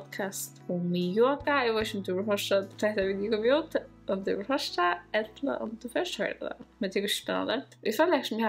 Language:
Faroese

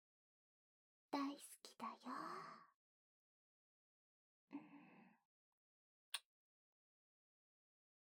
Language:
Japanese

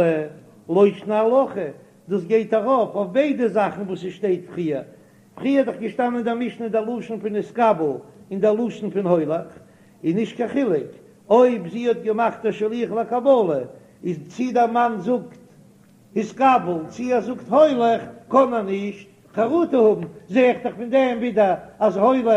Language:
Yiddish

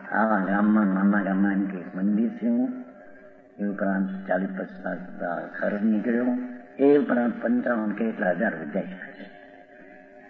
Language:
Gujarati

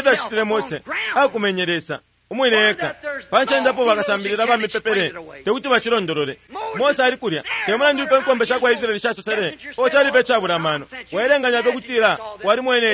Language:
Bemba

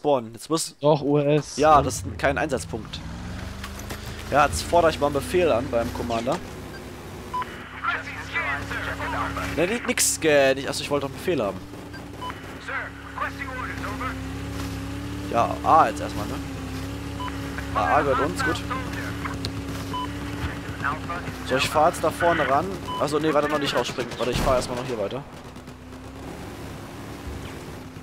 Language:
German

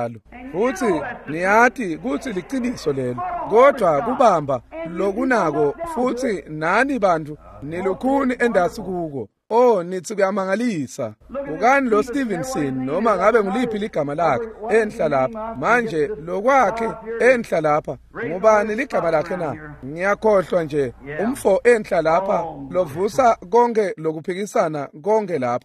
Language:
Swati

